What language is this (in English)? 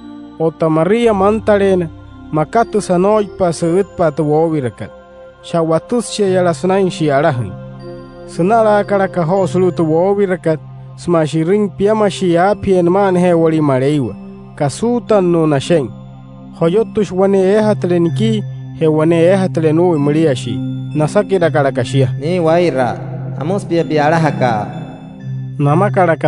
Wayuu